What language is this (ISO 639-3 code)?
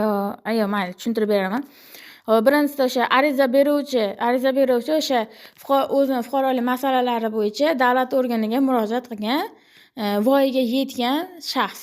uzb